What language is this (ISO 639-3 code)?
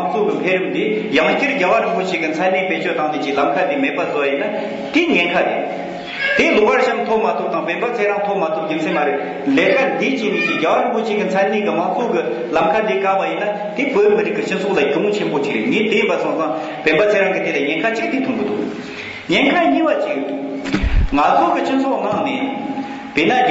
bod